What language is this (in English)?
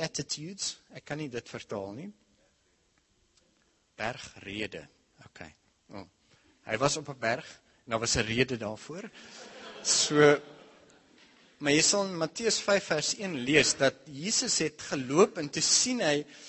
Afrikaans